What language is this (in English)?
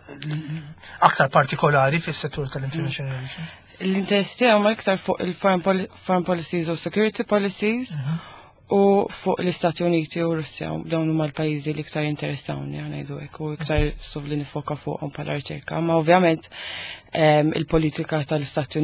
Maltese